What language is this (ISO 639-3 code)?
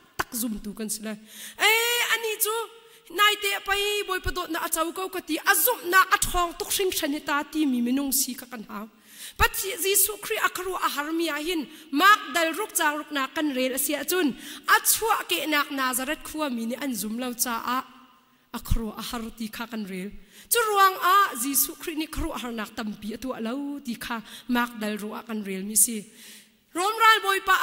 cnh